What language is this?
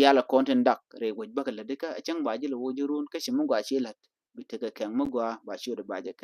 Nuer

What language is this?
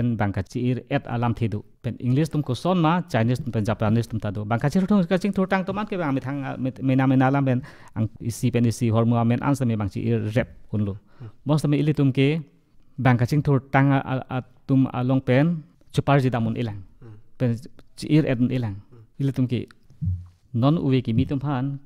Karbi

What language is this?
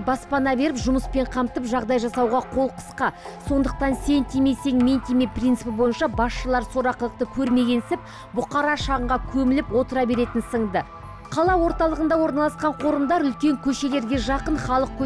Kazakh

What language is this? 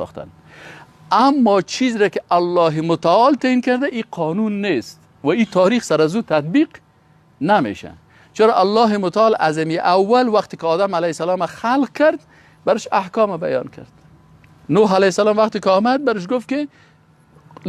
Persian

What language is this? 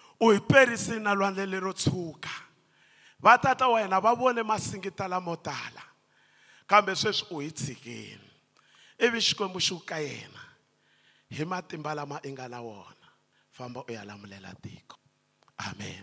Tsonga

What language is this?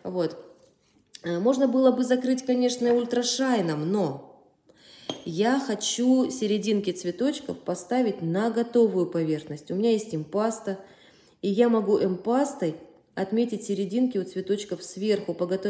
Russian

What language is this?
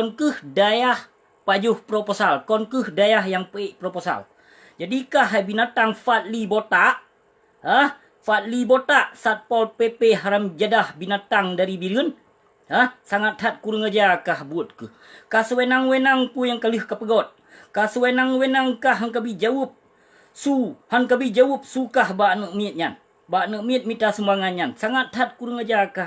Achinese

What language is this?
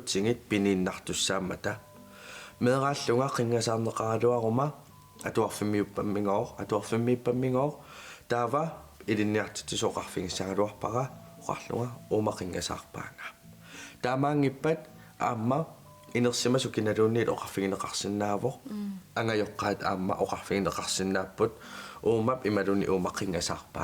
Kalaallisut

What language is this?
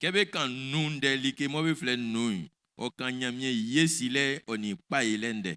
Baoulé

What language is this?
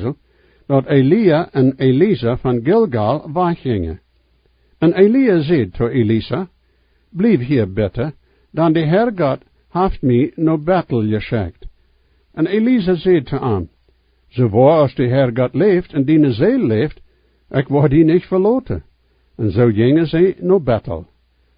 Plautdietsch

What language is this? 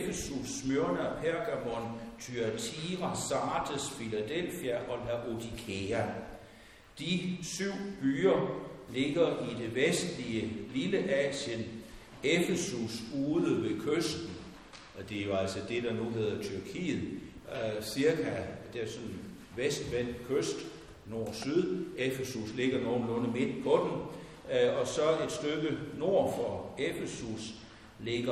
Danish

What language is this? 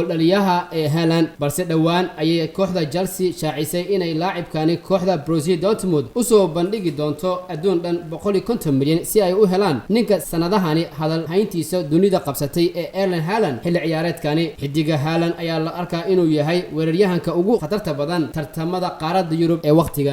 Somali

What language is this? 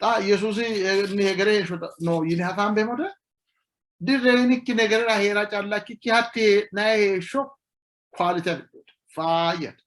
Sidamo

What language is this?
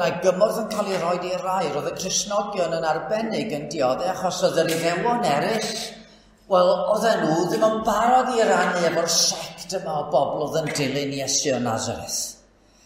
Welsh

